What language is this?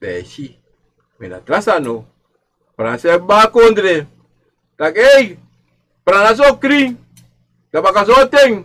Sranan Tongo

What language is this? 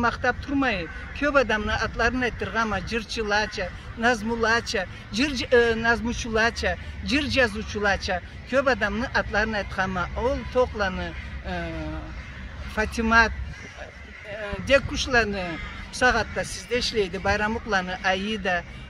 Karachay-Balkar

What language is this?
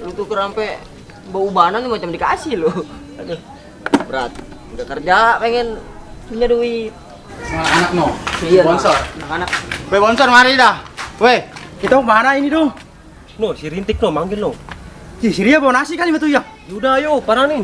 Betawi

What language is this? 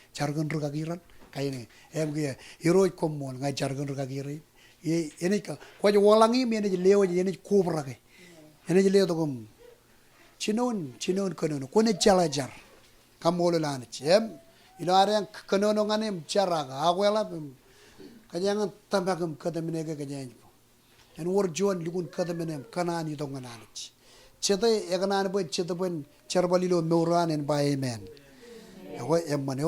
Marshallese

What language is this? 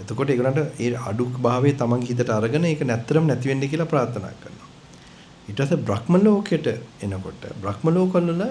Sinhala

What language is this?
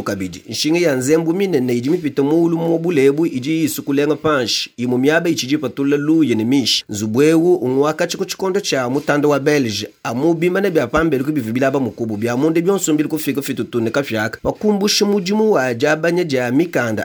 Luba-Lulua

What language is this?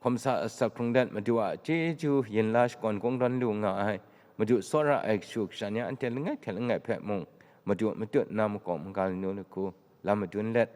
Kachin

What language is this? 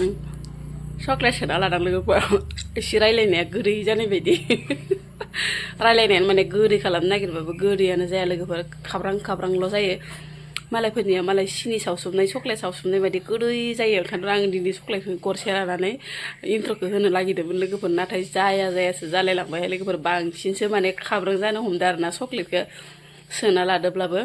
Bodo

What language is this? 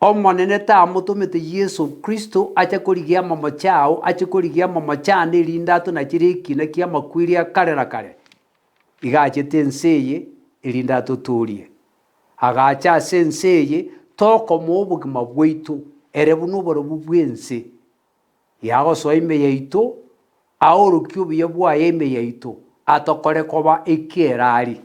Gusii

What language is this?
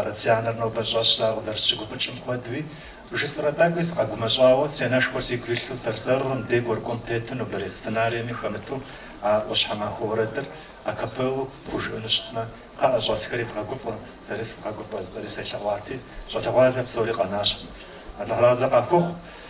Kabardian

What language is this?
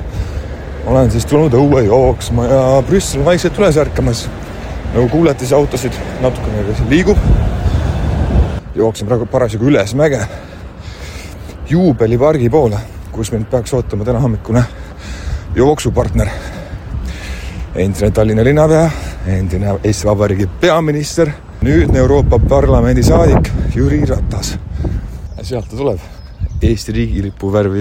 Estonian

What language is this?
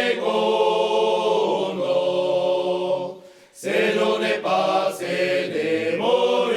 Occitan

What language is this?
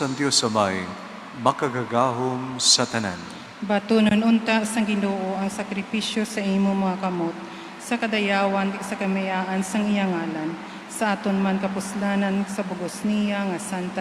Hiligaynon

